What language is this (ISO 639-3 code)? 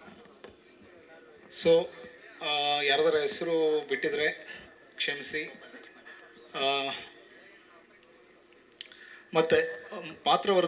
kan